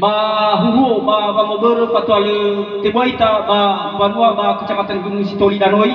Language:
Nias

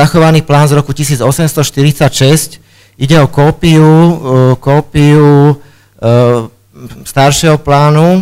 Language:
Slovak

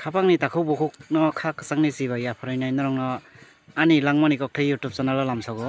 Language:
Kok Borok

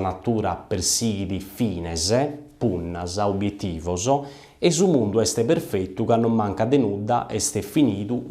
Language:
Sardinian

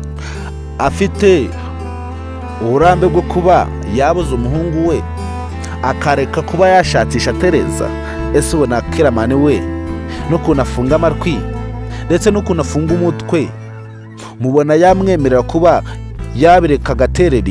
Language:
Kinyarwanda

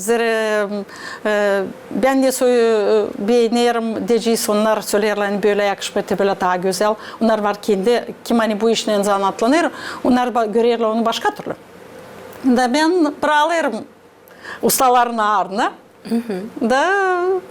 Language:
Gagauz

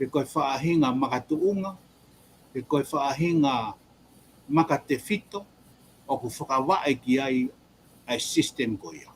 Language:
Tongan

